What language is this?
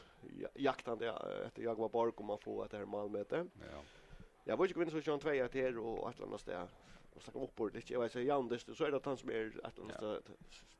Faroese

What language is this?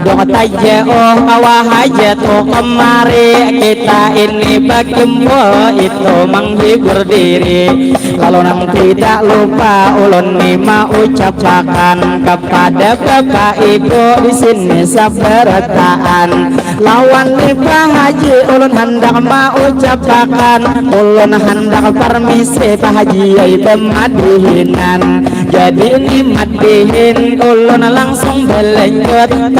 Banjar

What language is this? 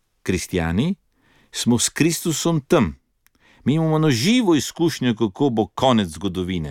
Slovenian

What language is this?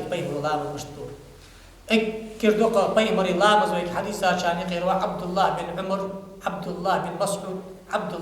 Ingush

